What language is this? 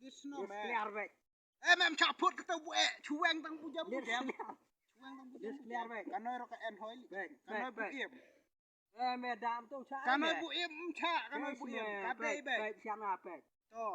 Khasi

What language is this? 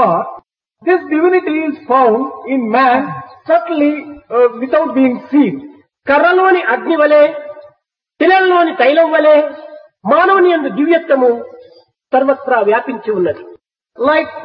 Telugu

